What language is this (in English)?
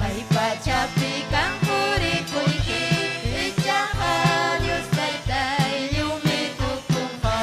Ayacucho Quechua